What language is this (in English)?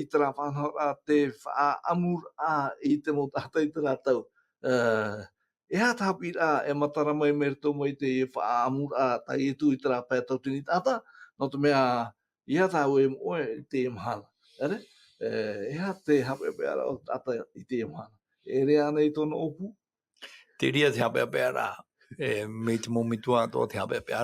Tahitian